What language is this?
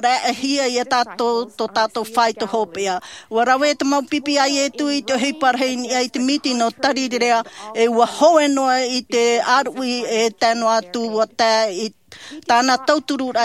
Tahitian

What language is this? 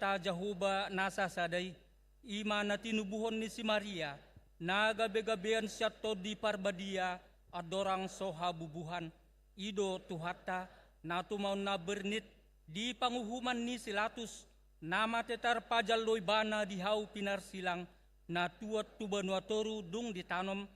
Batak Toba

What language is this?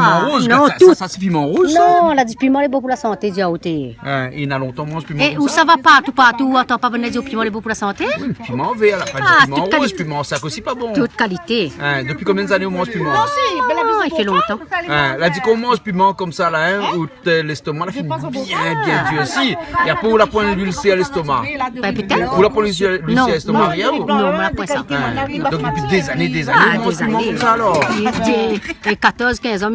Réunion Creole French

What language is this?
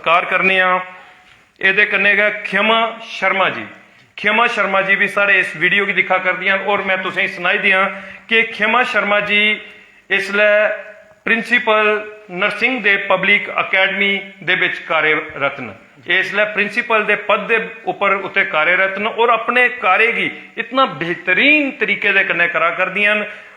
Dogri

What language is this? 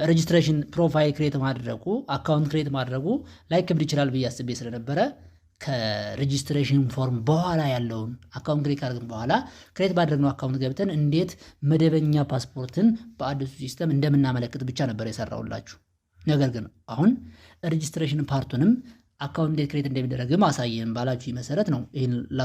Amharic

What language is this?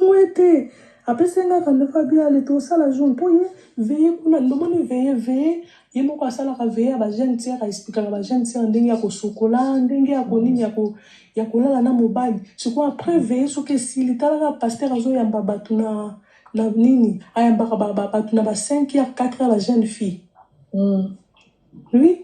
Lingala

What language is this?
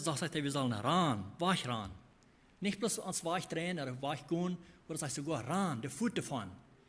Plautdietsch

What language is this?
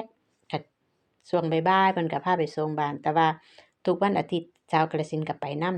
Lao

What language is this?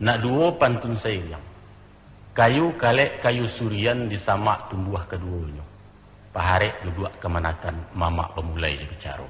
Minangkabau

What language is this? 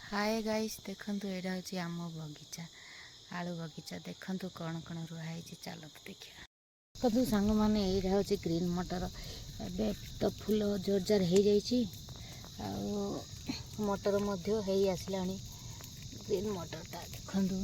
Odia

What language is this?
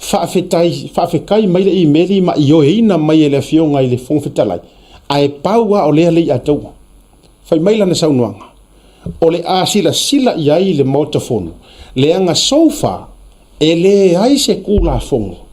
Samoan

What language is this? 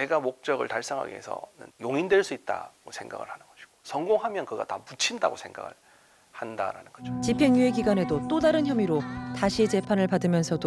Korean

